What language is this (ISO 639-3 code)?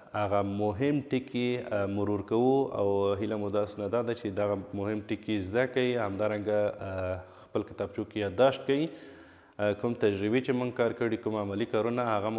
pus